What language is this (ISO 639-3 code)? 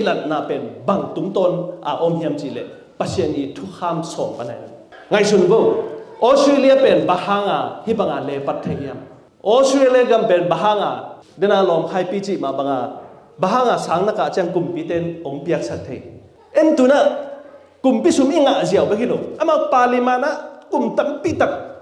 ctd